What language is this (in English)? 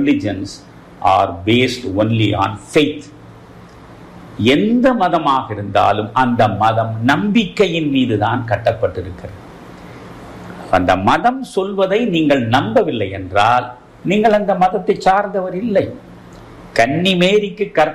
Tamil